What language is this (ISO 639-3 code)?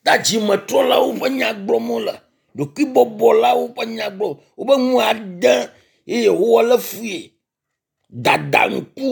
ewe